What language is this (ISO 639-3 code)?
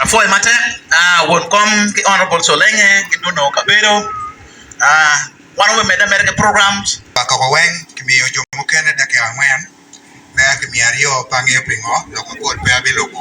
ach